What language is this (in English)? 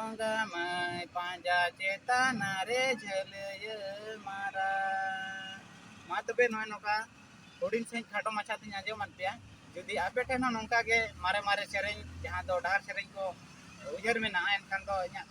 Santali